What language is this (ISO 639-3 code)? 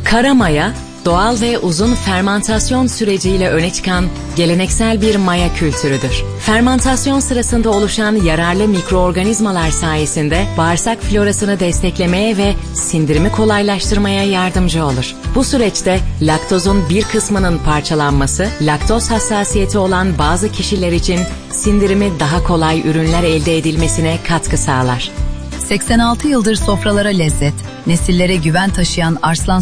tur